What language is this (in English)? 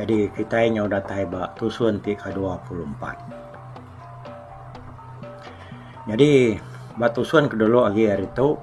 Iban